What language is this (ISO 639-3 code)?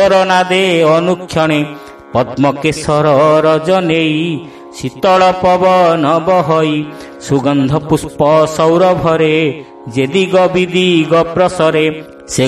ori